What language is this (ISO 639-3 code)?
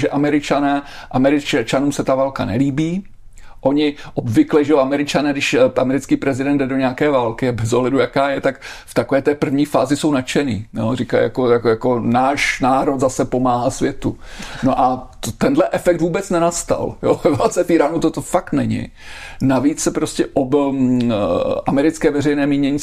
ces